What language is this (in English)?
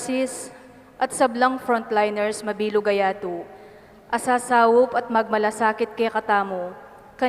Pampanga